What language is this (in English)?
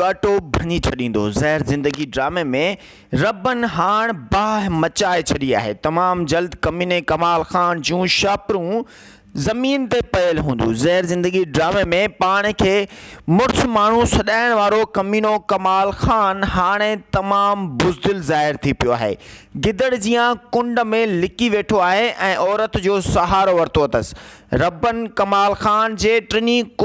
Sindhi